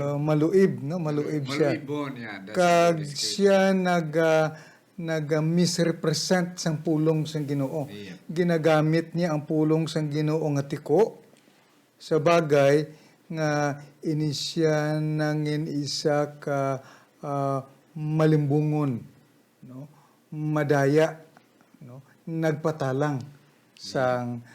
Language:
Hiligaynon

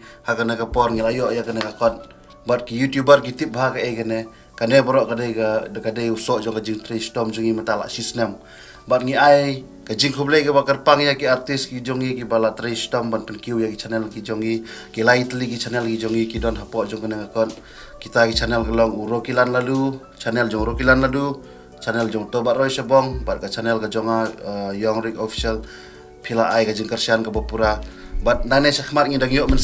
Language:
Khasi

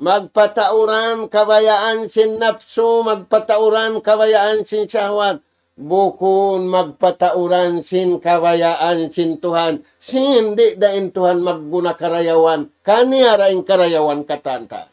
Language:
Tausug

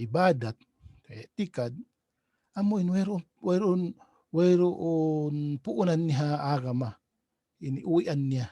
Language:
Tausug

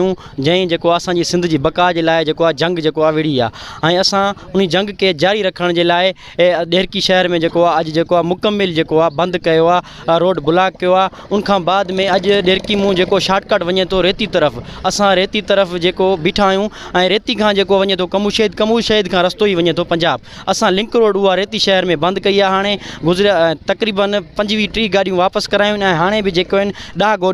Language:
Sindhi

